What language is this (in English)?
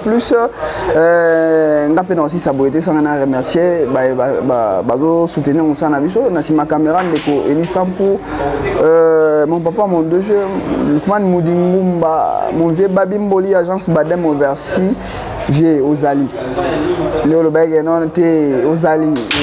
Lingala